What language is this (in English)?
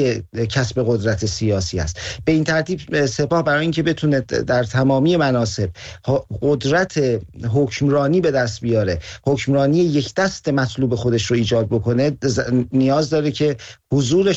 Persian